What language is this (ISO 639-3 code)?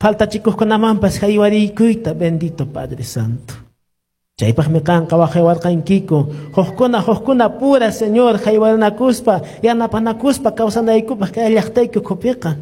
que